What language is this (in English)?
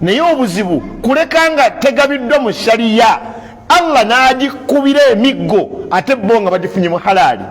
Ganda